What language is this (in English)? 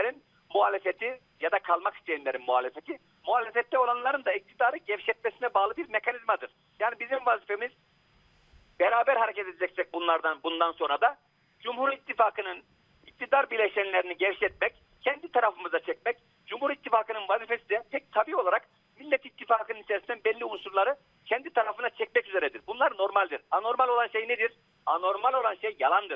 Turkish